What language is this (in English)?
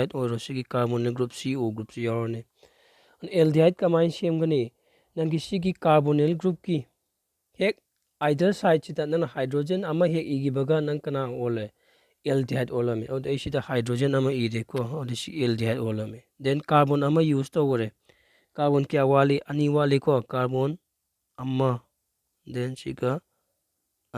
Manipuri